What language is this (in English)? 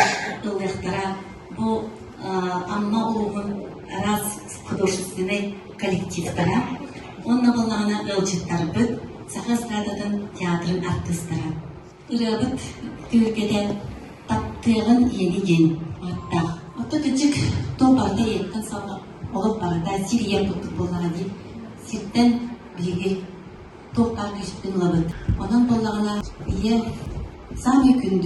Yakut